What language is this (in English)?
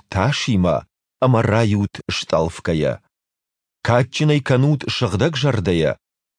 Ossetic